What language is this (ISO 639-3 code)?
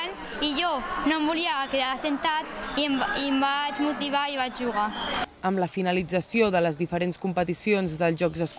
cat